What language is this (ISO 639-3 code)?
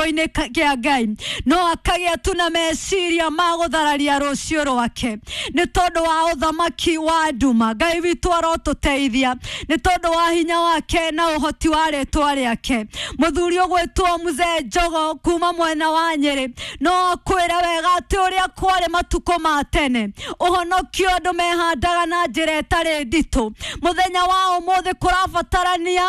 kik